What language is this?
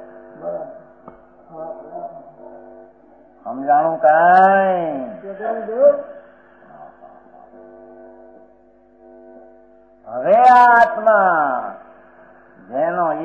Gujarati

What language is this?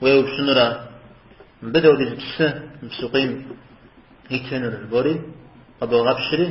Kabardian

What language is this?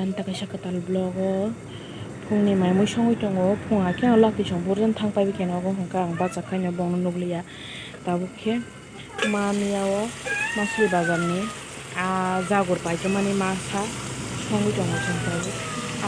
Kok Borok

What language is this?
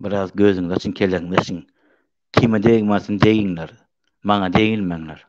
Turkmen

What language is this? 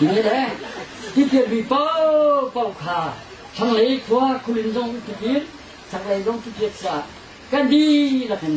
Hakha Chin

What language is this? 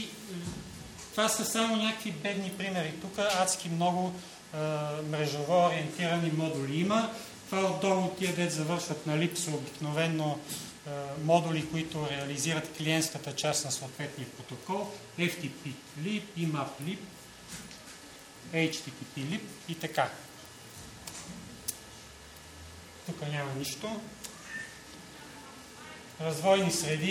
Bulgarian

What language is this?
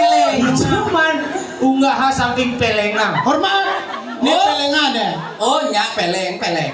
Balinese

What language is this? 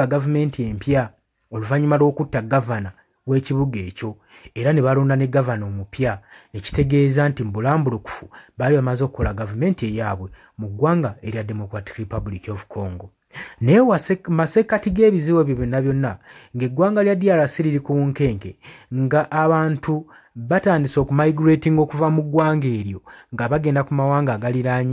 Ganda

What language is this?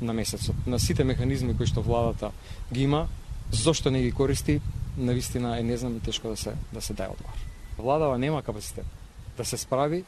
Macedonian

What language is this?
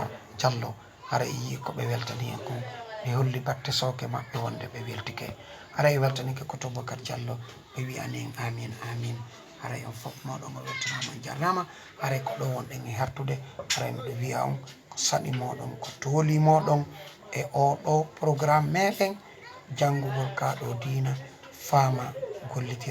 Fula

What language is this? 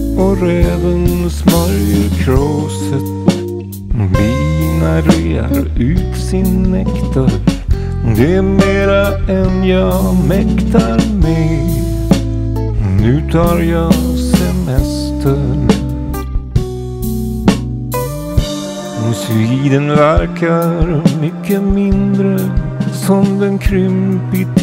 Swedish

